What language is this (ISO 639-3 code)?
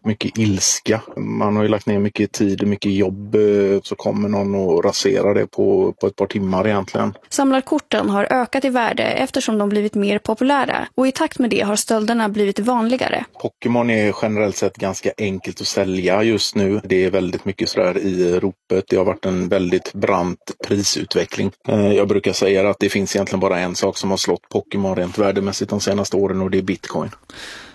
swe